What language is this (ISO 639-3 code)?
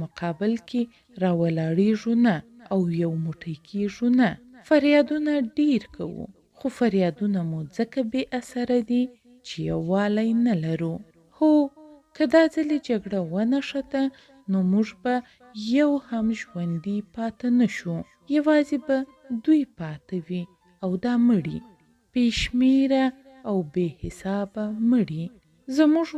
pus